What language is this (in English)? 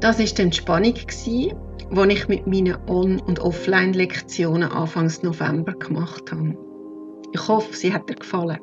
Swiss German